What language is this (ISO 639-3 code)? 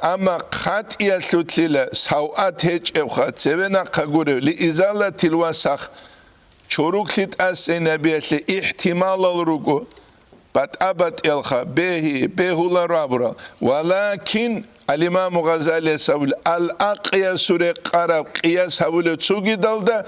ava